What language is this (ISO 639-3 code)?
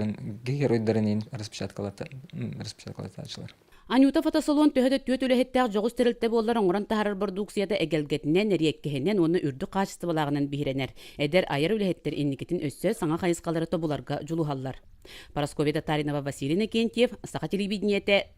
sah